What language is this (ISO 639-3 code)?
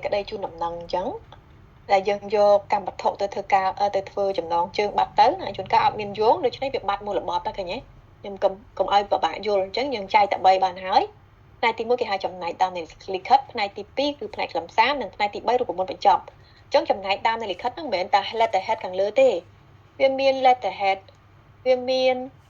khm